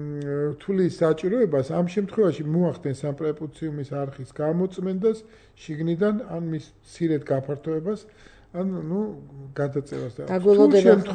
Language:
Georgian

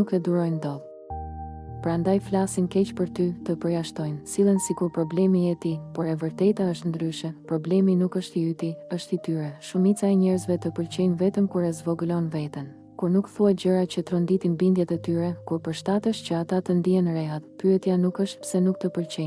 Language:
Albanian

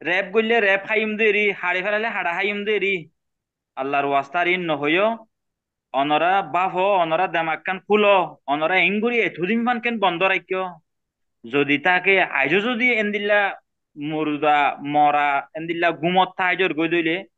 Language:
Rohingya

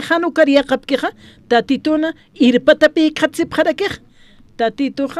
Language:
Aymara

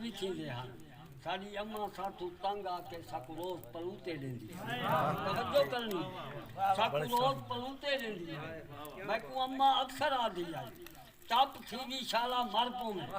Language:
Saraiki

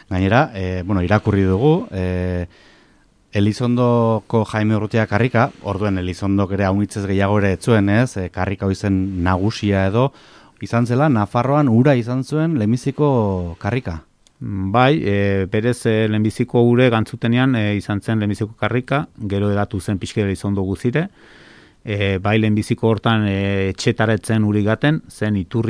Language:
Basque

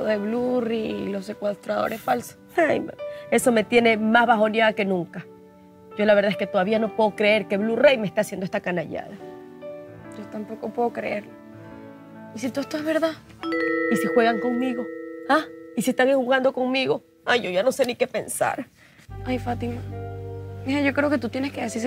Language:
Spanish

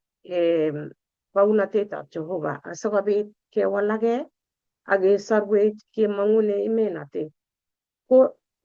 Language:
Kalenjin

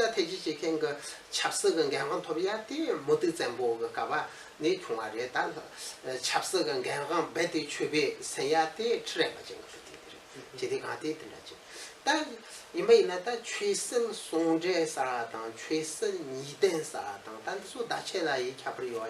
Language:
Tibetan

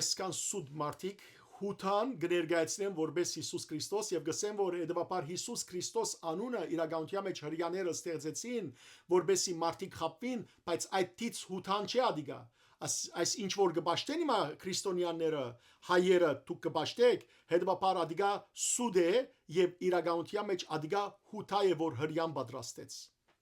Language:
Western Armenian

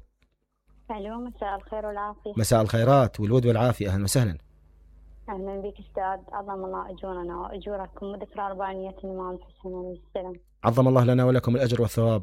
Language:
Mesopotamian Arabic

